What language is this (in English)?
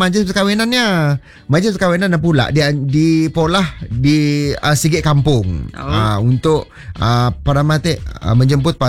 Malay